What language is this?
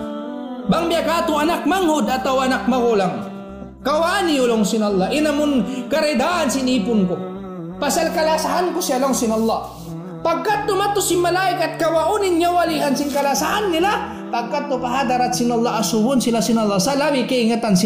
Tausug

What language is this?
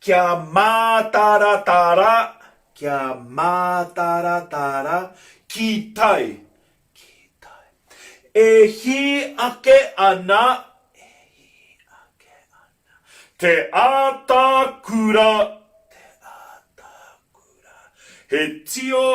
Māori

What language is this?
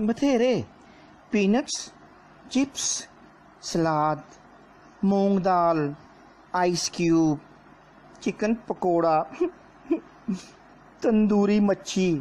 Dogri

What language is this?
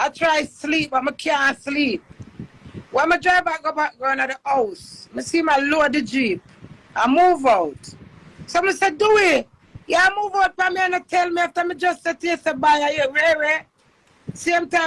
Jamaican Creole English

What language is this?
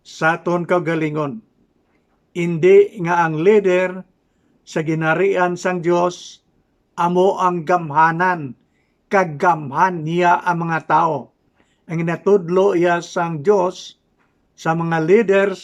Hiligaynon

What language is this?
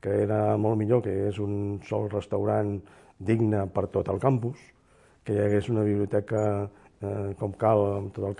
Catalan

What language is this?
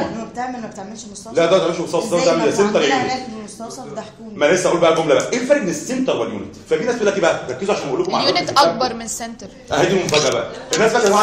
Egyptian Arabic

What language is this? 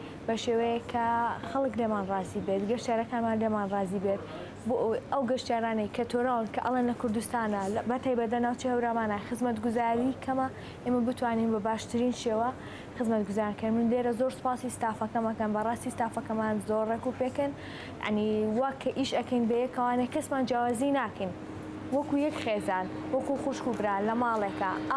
Central Kurdish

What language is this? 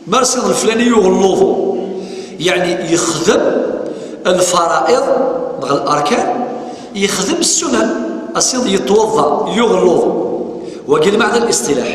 Kabyle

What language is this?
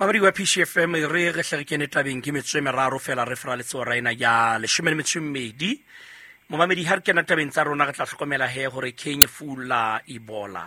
Southern Sotho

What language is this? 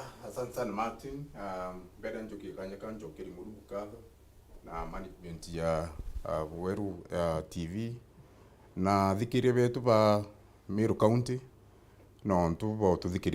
Meru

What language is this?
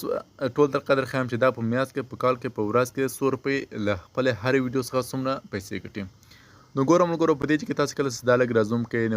Pashto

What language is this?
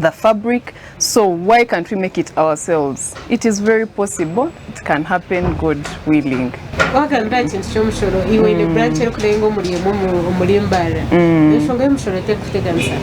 Nyankole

